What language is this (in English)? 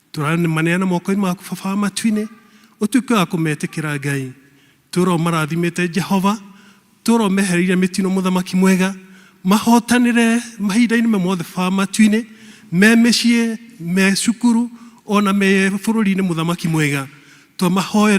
Kikuyu